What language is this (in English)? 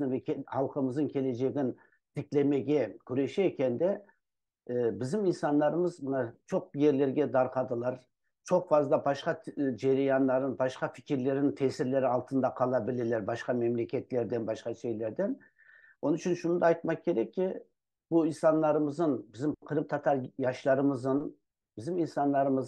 Crimean Tatar